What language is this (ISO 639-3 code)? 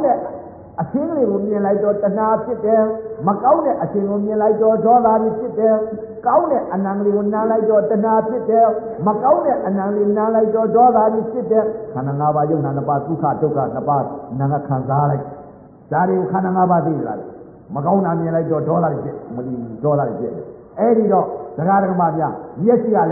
mya